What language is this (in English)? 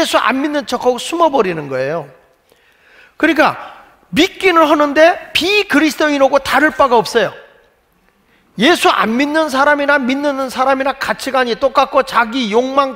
Korean